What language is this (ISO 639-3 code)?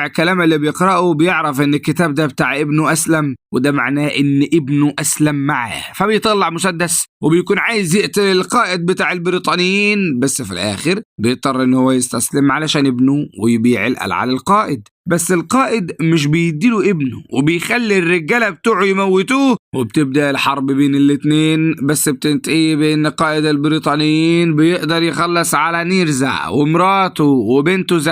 arz